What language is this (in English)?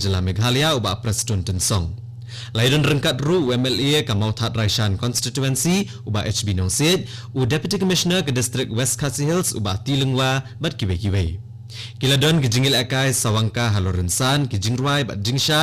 Khasi